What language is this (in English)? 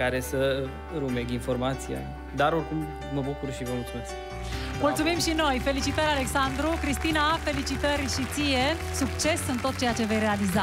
Romanian